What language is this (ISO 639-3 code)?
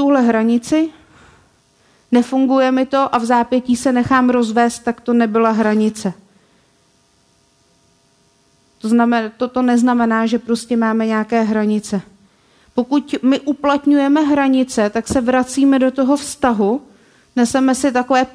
ces